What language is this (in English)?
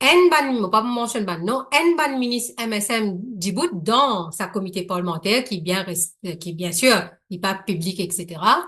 Morisyen